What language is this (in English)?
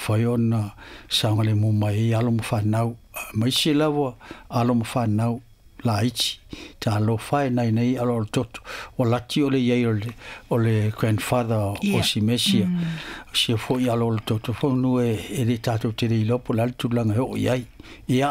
Samoan